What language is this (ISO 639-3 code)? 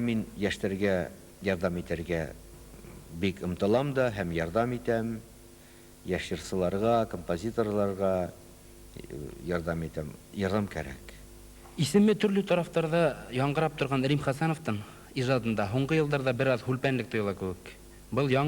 bak